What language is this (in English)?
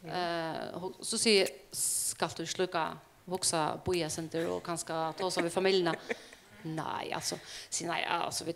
Faroese